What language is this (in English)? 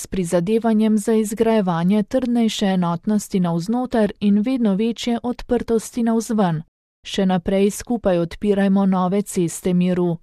Slovenian